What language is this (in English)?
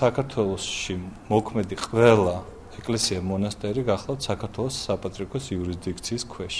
Georgian